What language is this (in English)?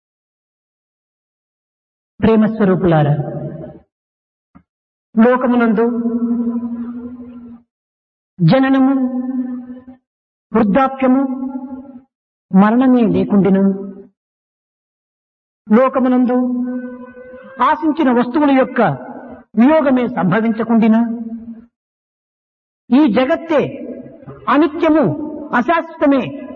Telugu